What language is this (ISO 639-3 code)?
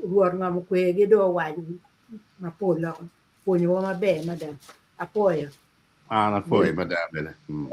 ach